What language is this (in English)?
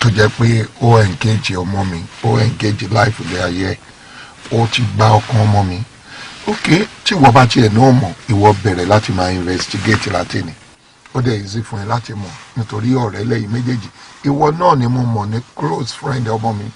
Yoruba